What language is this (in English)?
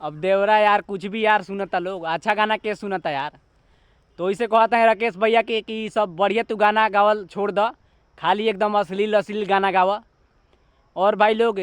Bhojpuri